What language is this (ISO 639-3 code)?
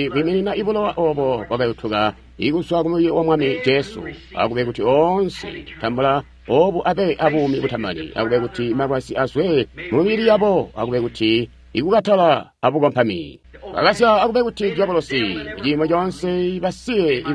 toi